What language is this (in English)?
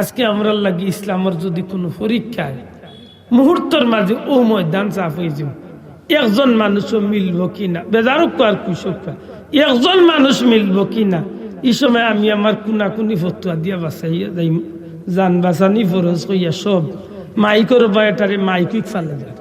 Sylheti